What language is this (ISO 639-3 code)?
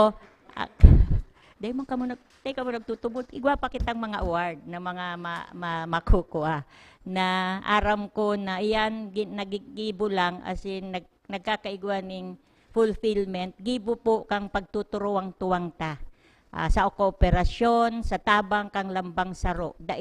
bik